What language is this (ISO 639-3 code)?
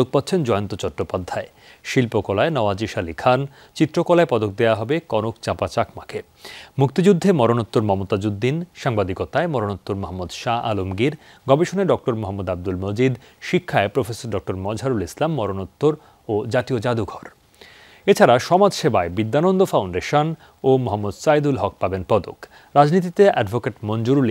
ben